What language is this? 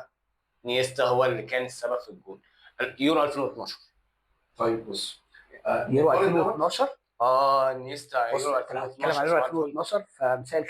Egyptian Arabic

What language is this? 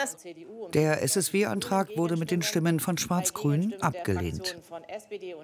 German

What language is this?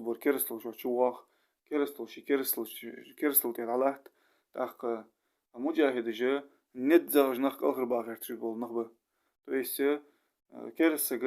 Ingush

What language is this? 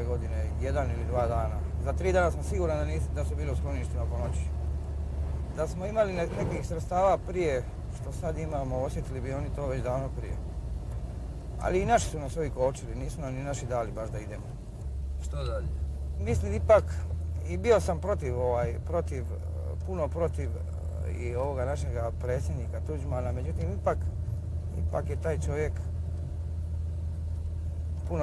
Croatian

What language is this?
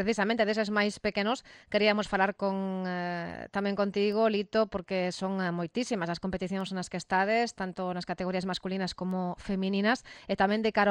Galician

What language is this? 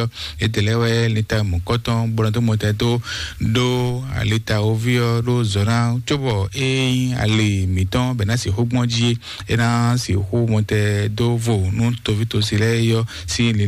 Fon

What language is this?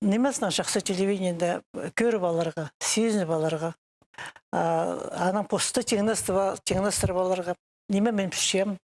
Khakas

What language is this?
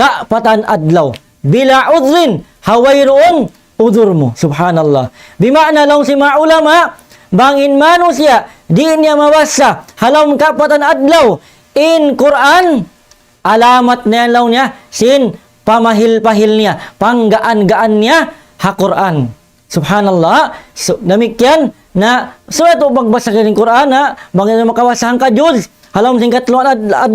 Tausug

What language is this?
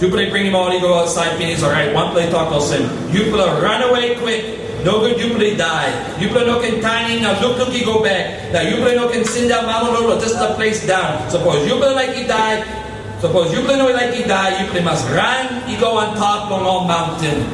Tok Pisin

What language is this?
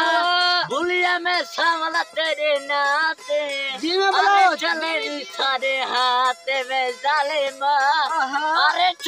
Saraiki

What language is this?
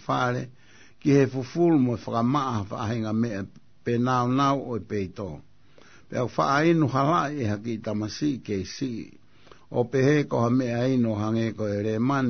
Tongan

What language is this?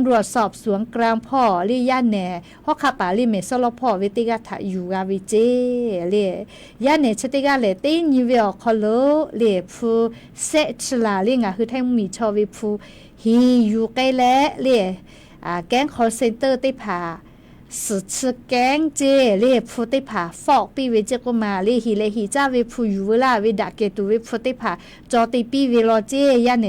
Lahu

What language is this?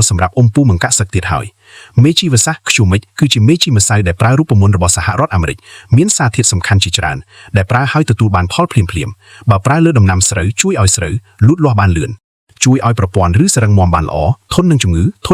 Khmer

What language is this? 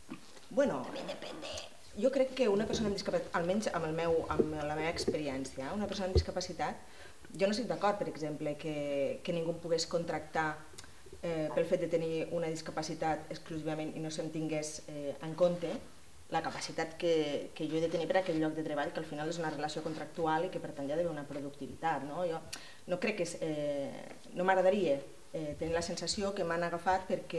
Catalan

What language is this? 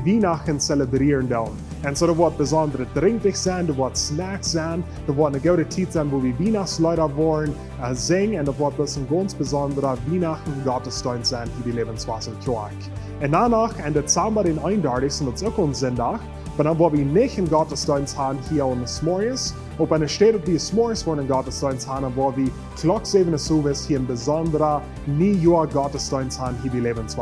Plautdietsch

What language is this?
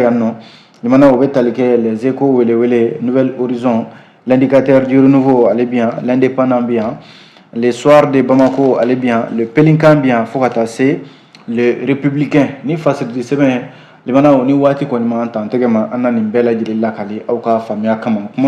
Bambara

